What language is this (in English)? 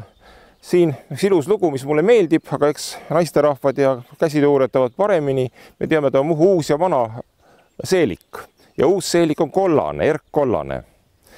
Estonian